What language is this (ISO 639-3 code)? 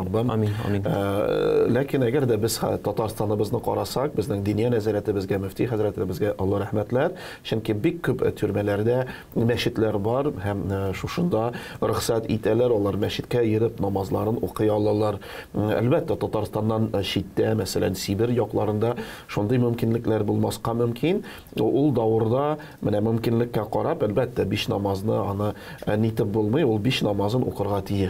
tat